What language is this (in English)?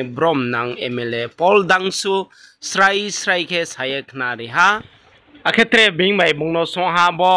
Riang (India)